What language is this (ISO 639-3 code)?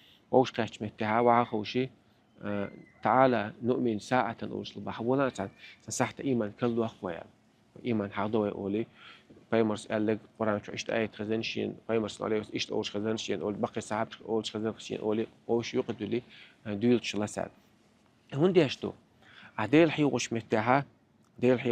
che